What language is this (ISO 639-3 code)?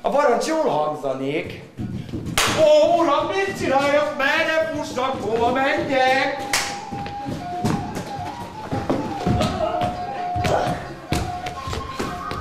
hun